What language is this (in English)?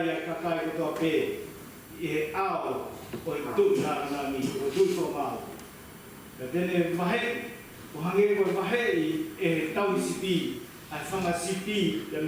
Tongan